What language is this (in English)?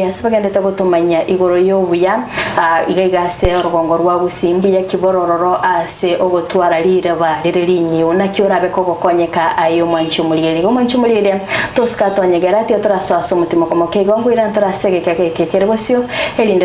Gusii